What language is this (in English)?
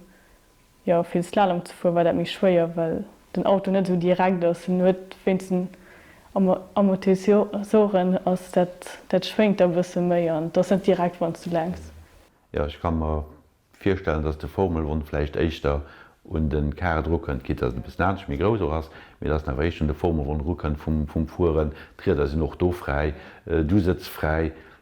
Luxembourgish